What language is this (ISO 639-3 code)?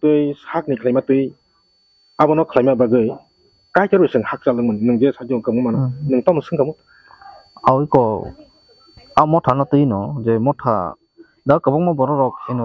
trp